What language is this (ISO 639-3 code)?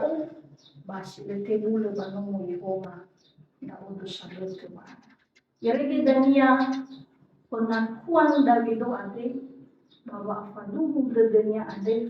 nia